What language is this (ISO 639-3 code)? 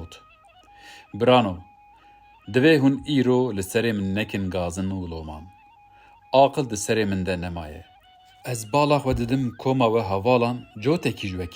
kur